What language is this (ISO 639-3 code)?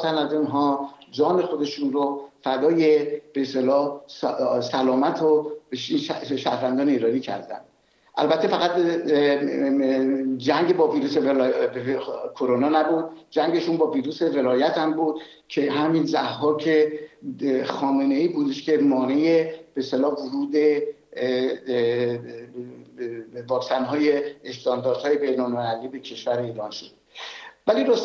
fas